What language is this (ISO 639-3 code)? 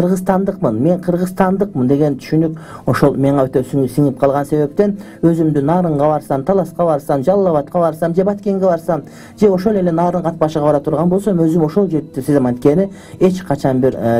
kir